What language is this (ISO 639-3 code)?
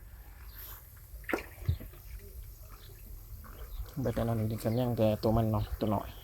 lao